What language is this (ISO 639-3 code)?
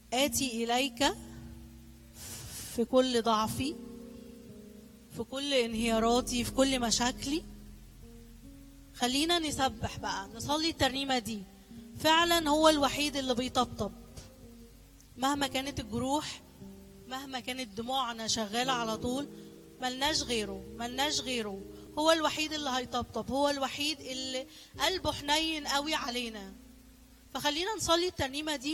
arz